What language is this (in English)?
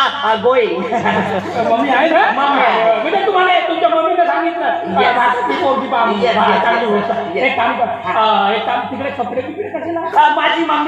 Marathi